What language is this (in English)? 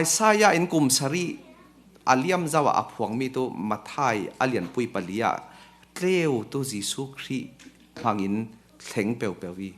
Falam Chin